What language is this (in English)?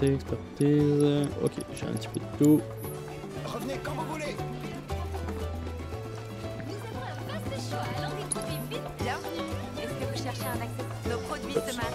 French